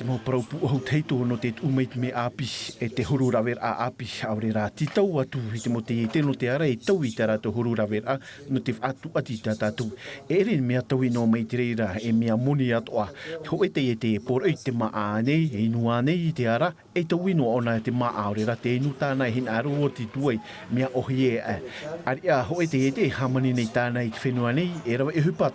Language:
Tahitian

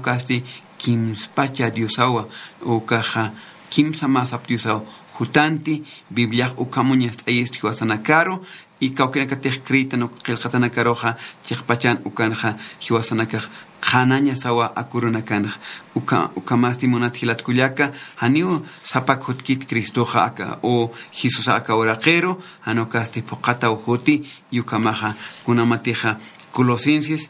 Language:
Aymara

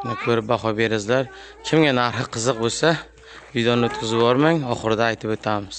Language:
Uzbek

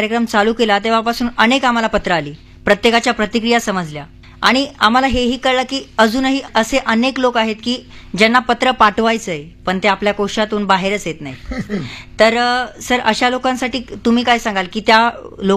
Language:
Marathi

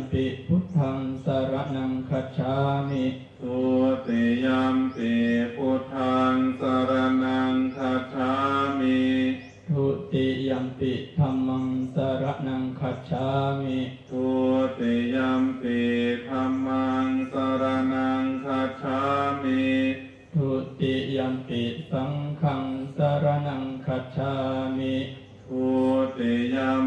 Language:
Pali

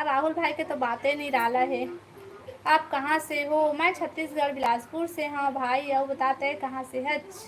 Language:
Chhattisgarhi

